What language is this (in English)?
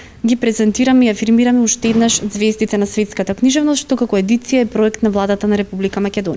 Macedonian